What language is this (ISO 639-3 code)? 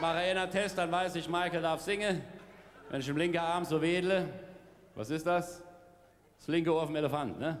pfl